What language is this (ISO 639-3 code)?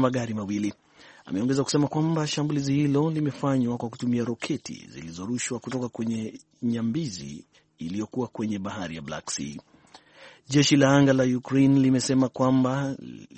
swa